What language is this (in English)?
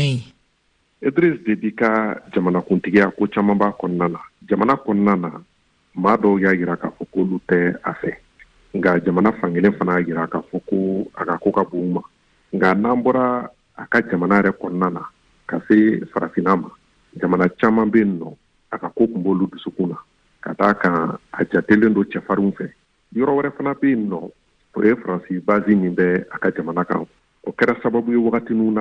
Bambara